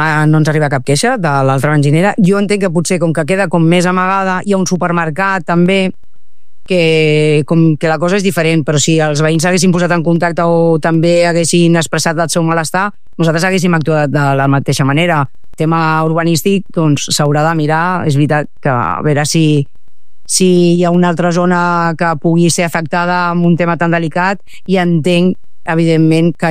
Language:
Catalan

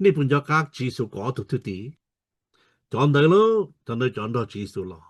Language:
Hmong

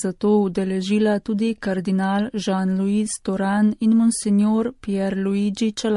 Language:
Slovenian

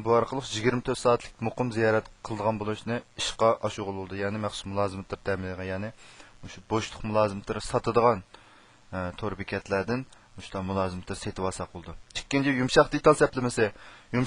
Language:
Uyghur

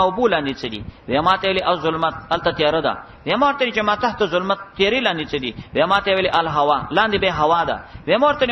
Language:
Pashto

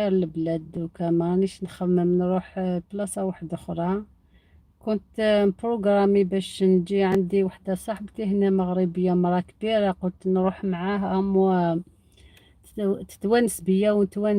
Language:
Algerian Arabic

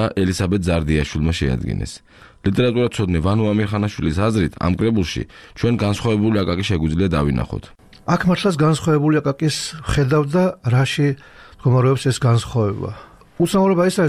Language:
Georgian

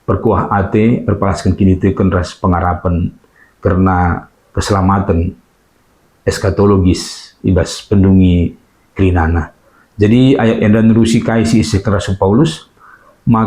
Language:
Batak Karo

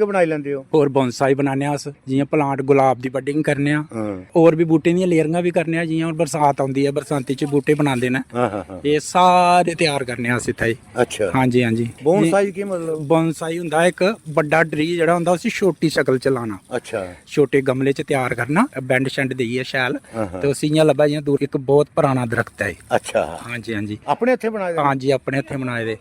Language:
Dogri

